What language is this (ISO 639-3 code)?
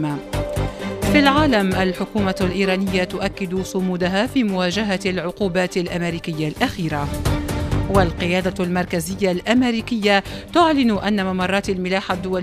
ara